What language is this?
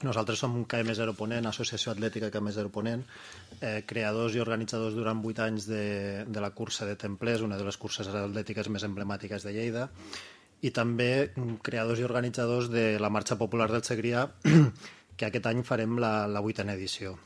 Catalan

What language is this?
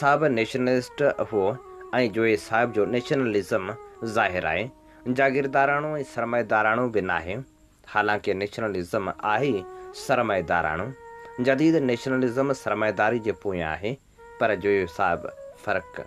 Sindhi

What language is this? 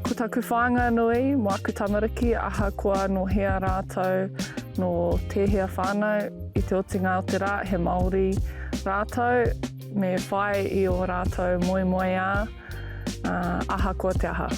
Māori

